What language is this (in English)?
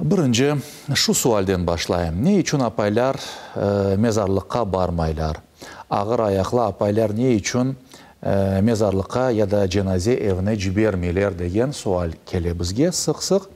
Crimean Tatar